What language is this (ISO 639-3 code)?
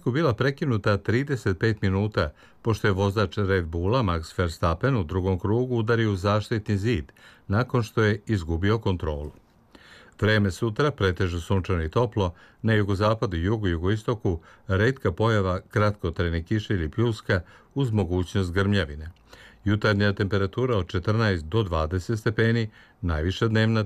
srp